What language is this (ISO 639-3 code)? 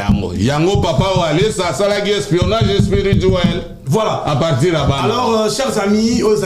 lin